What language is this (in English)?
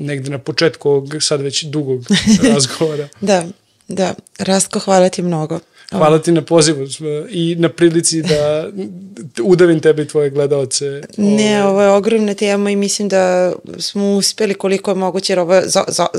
Serbian